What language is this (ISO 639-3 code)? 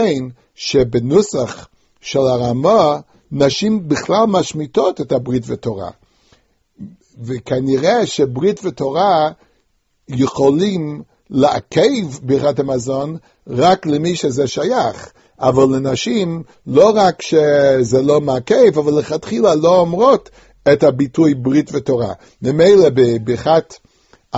heb